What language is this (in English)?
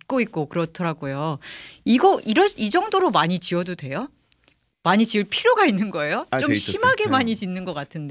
Korean